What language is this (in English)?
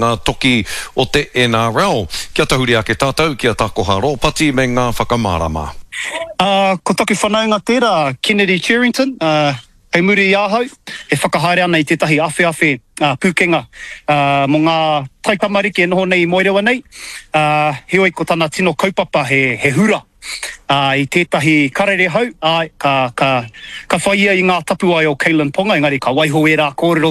Māori